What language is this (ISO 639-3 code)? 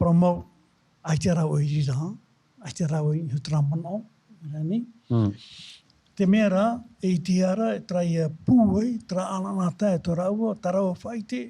tah